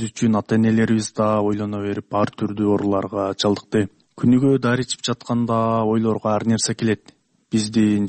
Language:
Kyrgyz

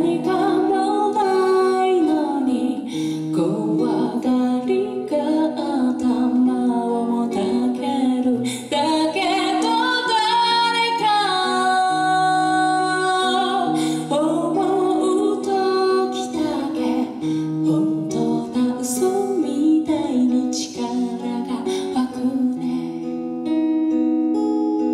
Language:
Japanese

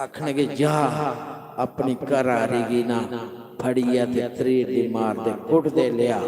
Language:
Dogri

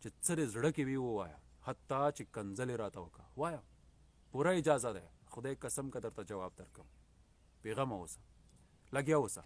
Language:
Pashto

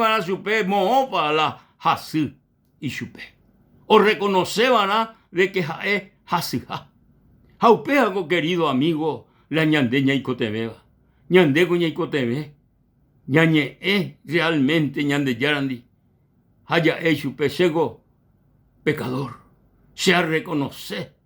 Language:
Guarani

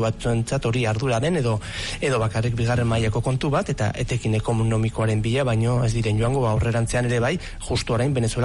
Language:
Basque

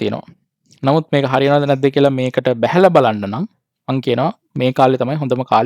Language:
Sinhala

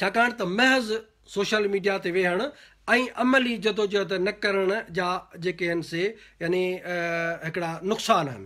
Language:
Sindhi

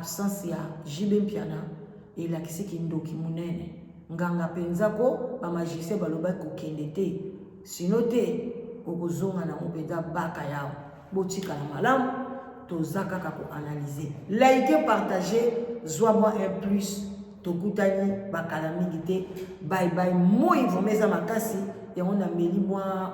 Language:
Lingala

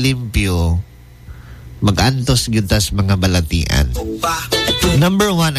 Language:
Cebuano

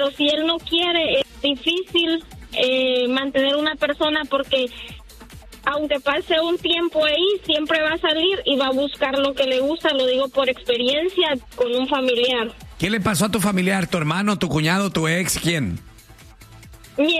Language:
Spanish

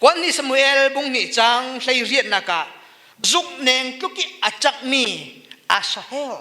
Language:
Falam Chin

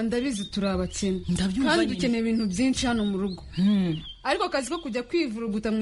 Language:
Kinyarwanda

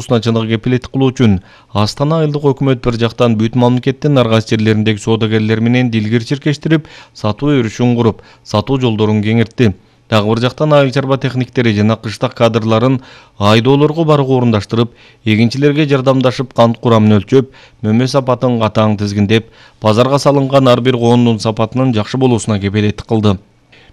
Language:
Kyrgyz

